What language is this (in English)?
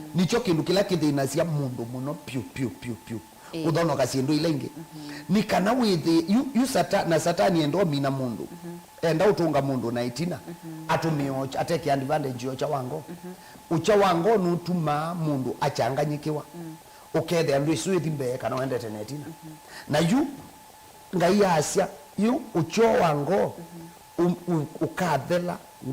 Kamba